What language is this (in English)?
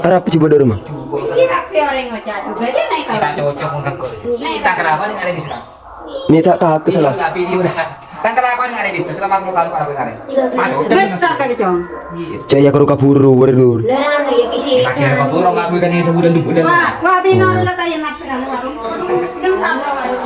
Madurese